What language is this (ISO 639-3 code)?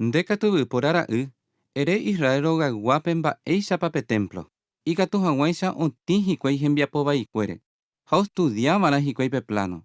grn